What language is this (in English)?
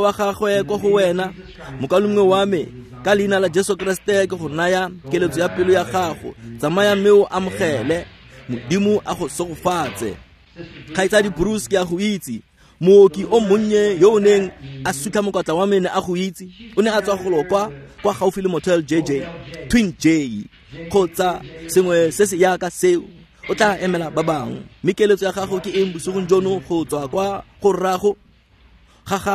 Tswana